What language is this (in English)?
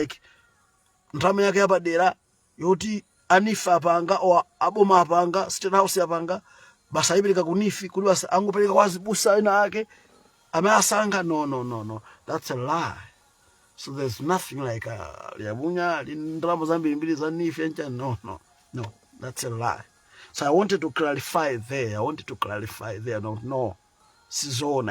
Nyanja